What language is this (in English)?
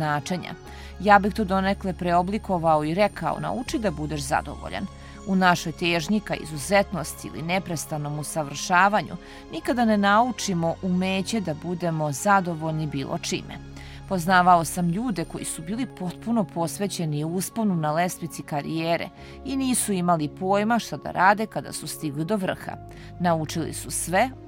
Serbian